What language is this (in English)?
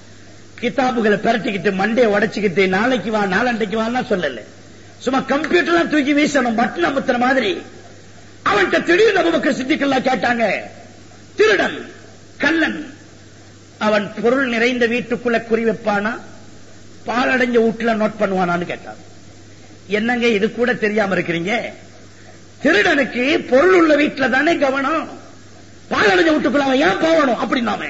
Tamil